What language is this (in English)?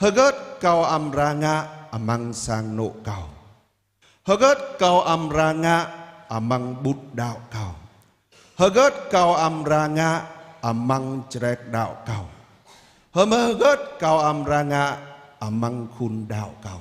Jarai